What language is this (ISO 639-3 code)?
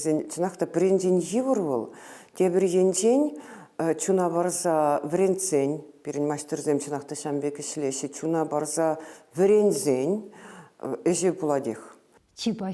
chv